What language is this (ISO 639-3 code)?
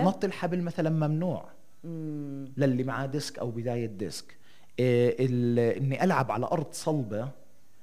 apc